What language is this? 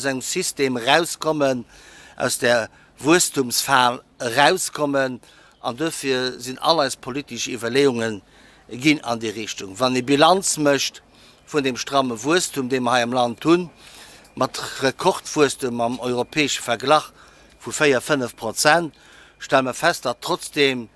Luxembourgish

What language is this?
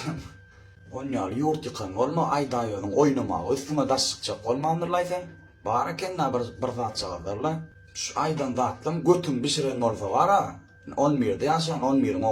Turkmen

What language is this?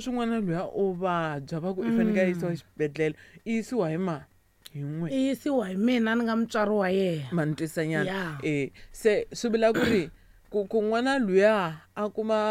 Tsonga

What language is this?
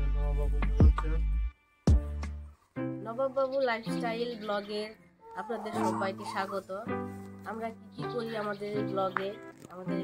Bangla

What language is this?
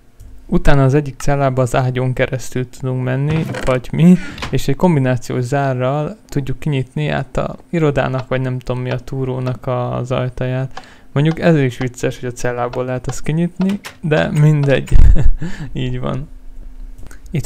Hungarian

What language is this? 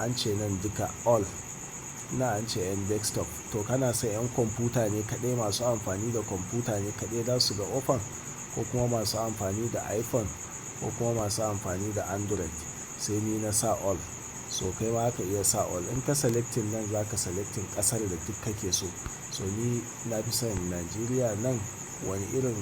Hausa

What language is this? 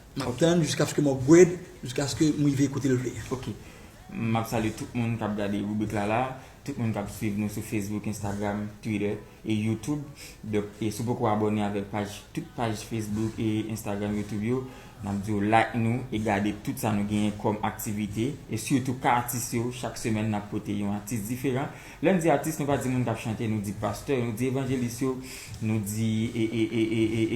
Haitian Creole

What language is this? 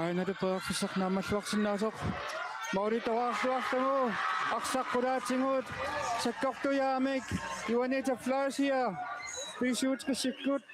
Kalaallisut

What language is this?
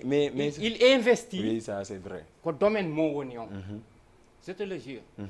Fula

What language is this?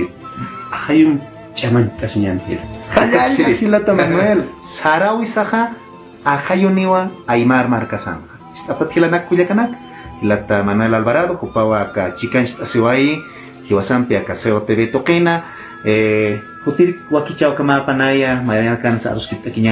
Aymara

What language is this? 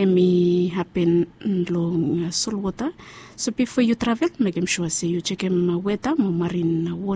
Bislama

